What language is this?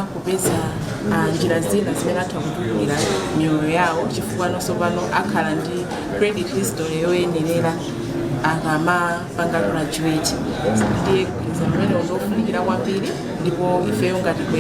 Nyanja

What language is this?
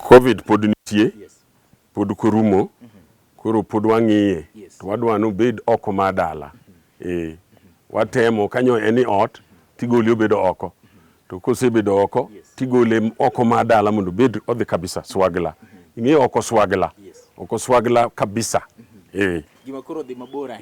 Luo (Kenya and Tanzania)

